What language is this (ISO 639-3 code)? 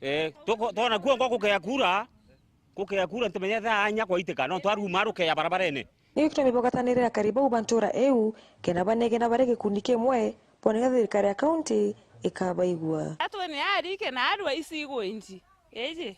mer